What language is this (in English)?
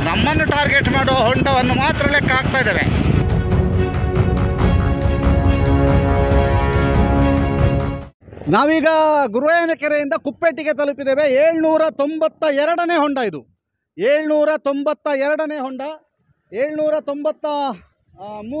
Kannada